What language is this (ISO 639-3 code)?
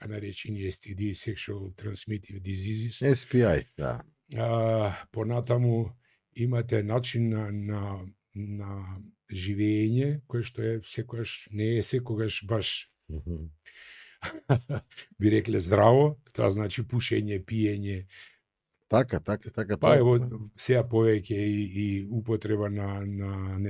mkd